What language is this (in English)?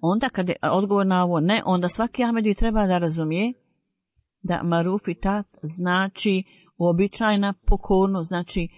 Bosnian